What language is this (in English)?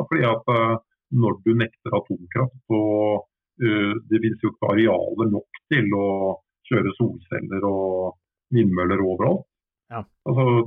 Norwegian